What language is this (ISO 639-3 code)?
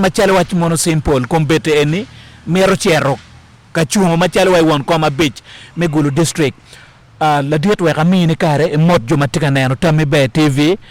ach